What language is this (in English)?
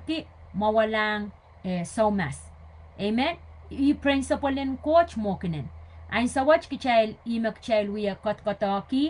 Pohnpeian